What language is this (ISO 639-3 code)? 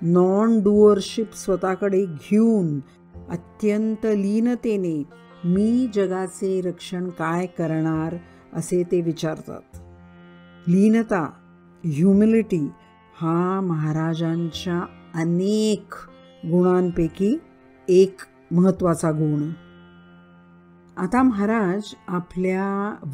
mar